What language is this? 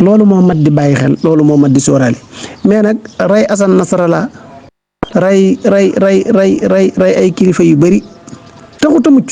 Wolof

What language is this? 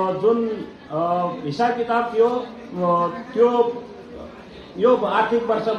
Nepali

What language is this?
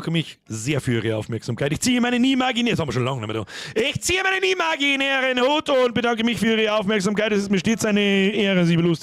Bavarian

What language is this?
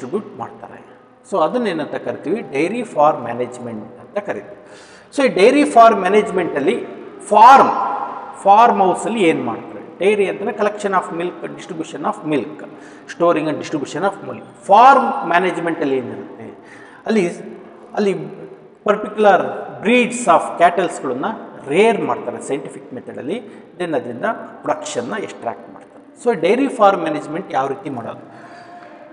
Kannada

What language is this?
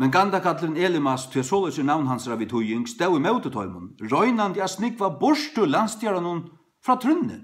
Faroese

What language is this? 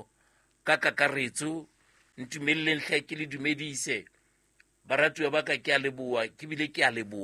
Southern Sotho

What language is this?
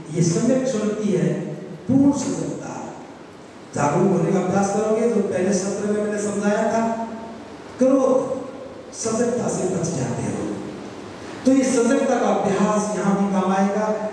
Hindi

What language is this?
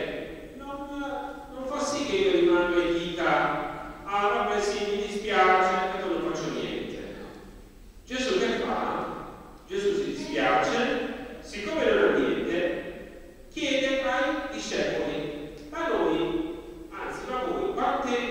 Italian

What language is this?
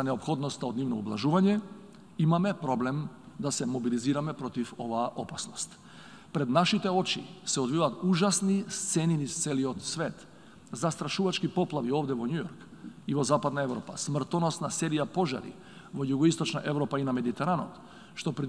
Macedonian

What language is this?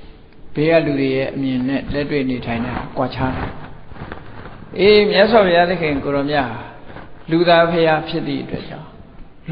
Burmese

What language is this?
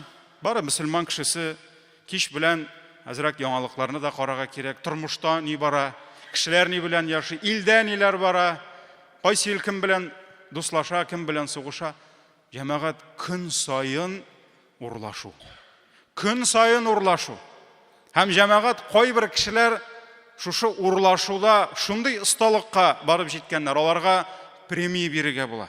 Tatar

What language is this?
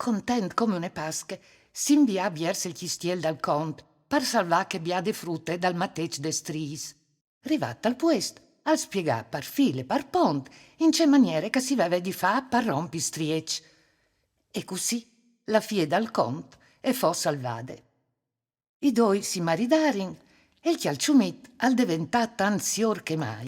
Friulian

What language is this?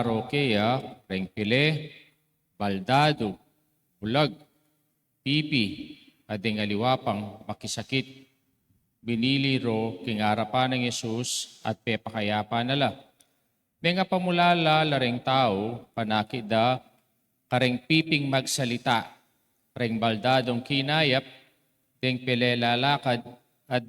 Pampanga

